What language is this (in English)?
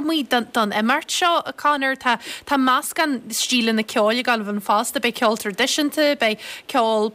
Irish